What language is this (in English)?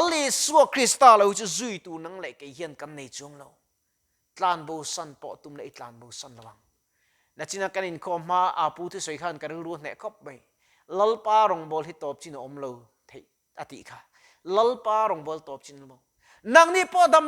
Mizo